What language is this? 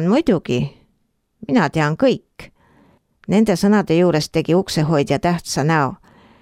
Estonian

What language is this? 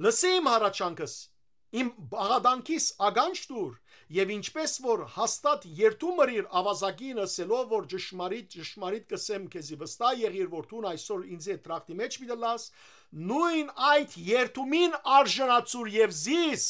Western Armenian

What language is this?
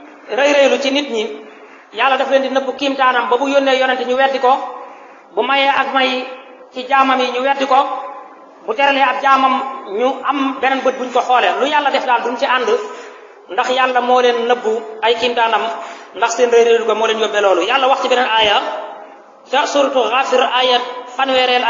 Wolof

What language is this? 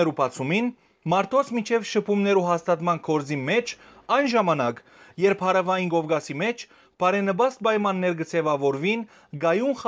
Western Armenian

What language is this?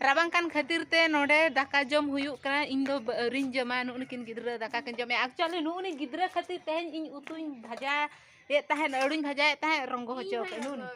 Santali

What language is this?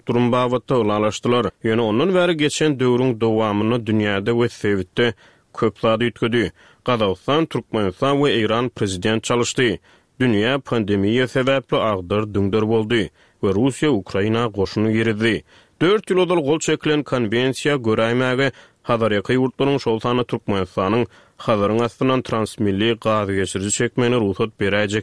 Turkmen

